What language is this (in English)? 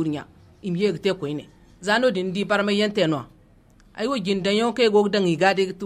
Zarma